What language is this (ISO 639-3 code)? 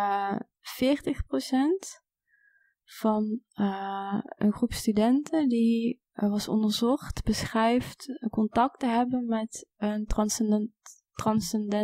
nld